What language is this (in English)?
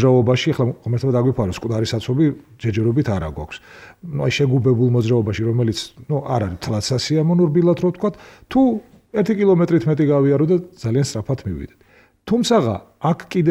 Georgian